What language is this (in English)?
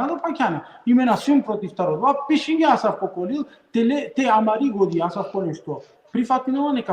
Balkan Romani